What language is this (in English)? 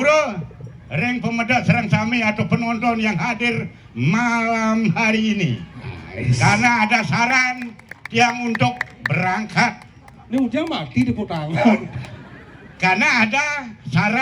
Balinese